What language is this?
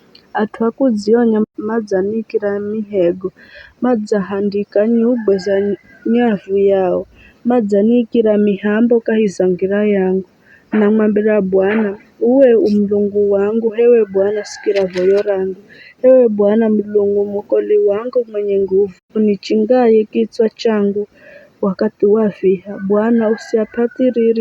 Giryama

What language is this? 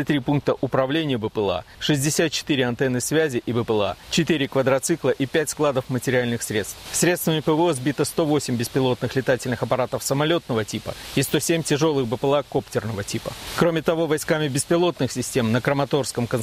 Russian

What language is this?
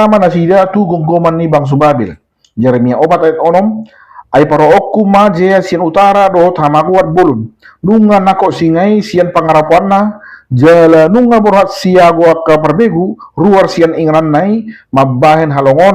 Batak Toba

